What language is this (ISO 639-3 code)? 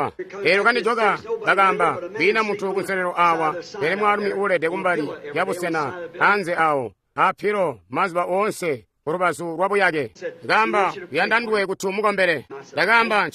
toi